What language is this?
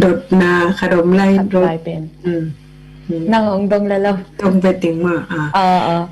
Tedim Chin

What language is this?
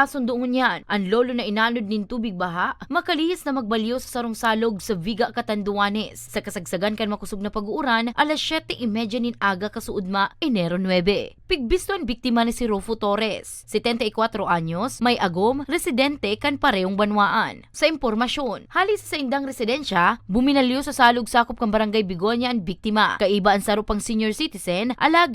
Bikol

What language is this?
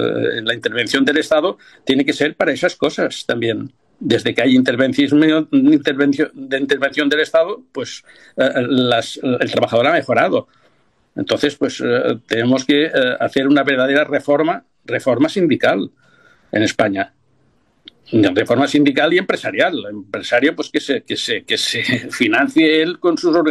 Spanish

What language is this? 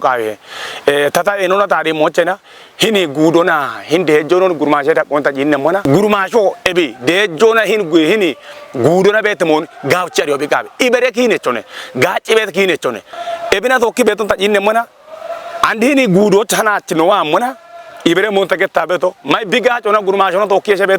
Kafa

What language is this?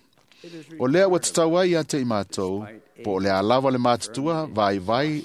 Samoan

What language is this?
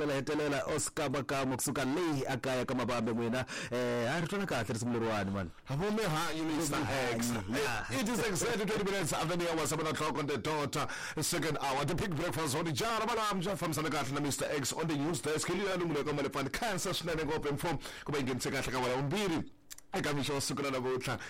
Tsonga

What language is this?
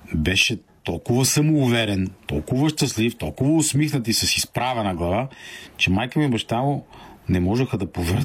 Bulgarian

